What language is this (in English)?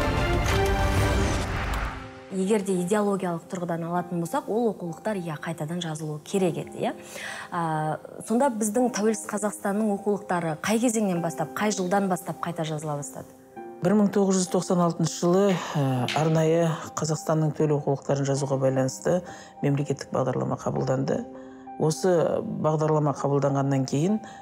Kazakh